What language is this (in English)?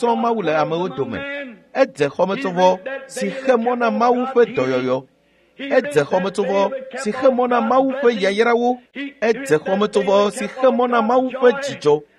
Ewe